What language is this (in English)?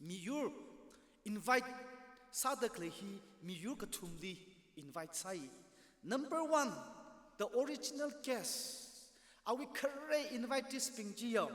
Tangkhul Naga (India)